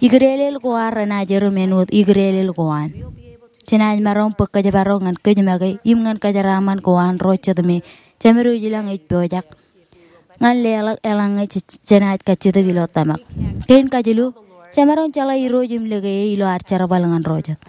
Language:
Marshallese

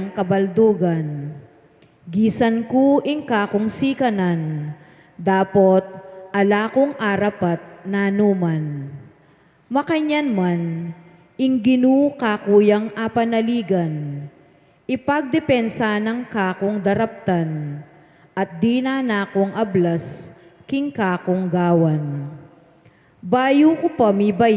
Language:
Pampanga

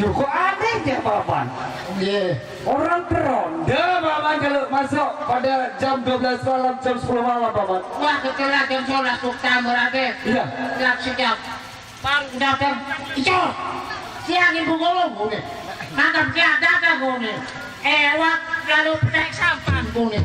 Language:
Sasak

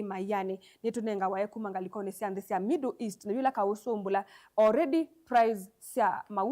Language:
Kamba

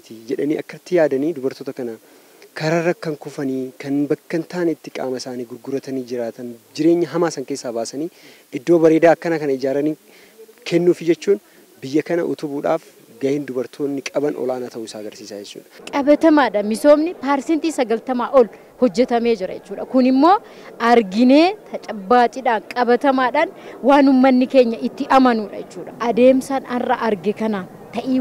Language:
Oromo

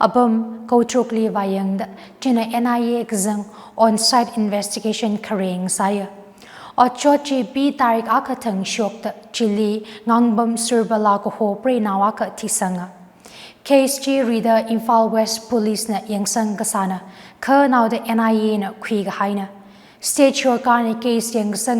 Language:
Tangkhul Naga (India)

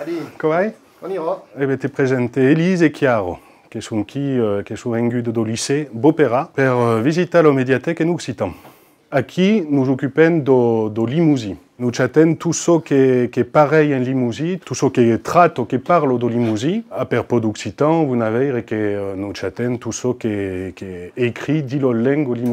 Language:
Occitan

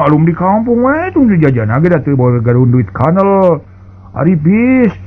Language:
Sundanese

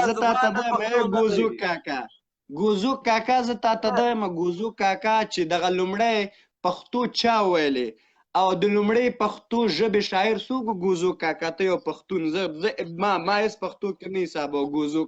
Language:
Pashto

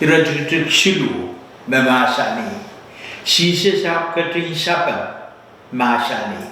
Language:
Pohnpeian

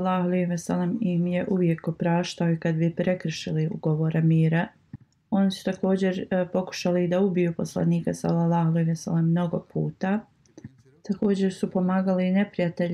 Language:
Bosnian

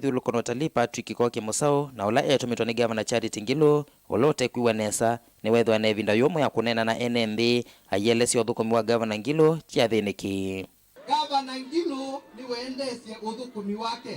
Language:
Kamba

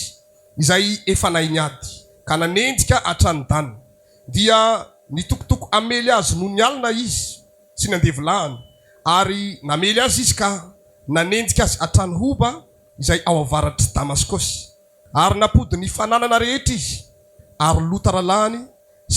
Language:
Malagasy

